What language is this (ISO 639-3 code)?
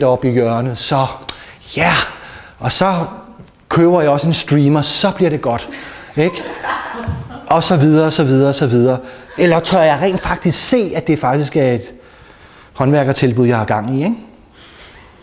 dan